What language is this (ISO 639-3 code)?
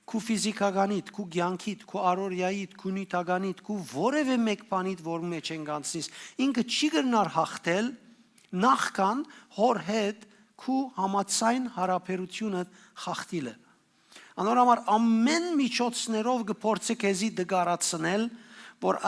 hyw